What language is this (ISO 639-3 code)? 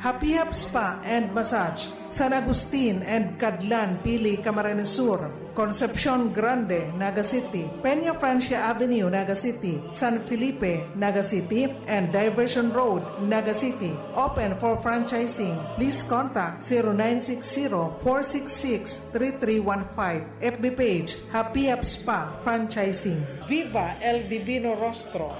bik